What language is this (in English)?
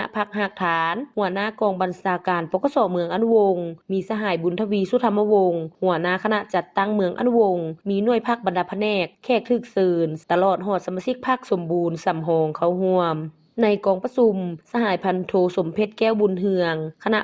Lao